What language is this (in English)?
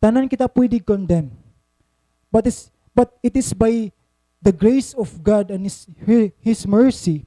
Waray